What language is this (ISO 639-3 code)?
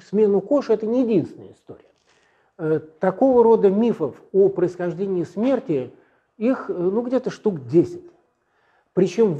rus